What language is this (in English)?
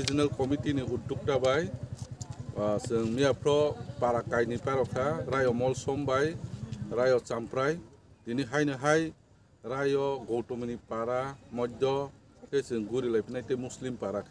Kok Borok